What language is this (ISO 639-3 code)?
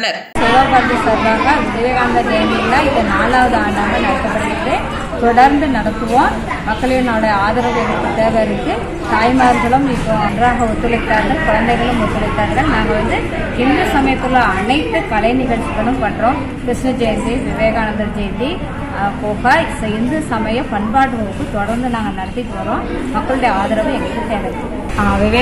tam